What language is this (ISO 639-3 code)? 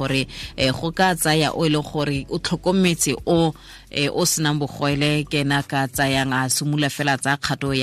tsn